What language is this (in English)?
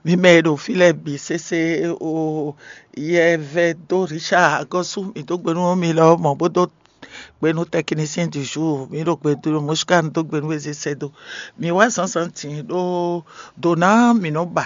Fon